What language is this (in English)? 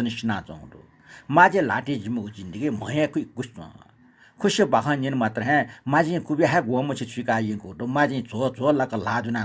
Newari